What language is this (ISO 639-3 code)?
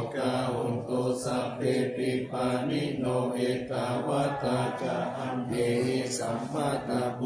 pli